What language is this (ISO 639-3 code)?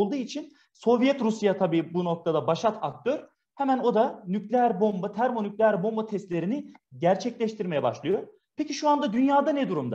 tur